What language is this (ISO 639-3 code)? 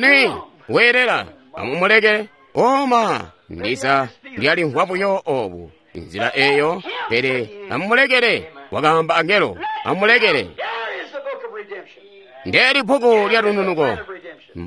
toi